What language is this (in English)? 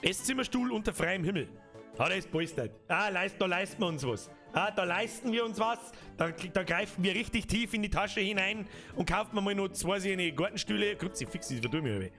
Bavarian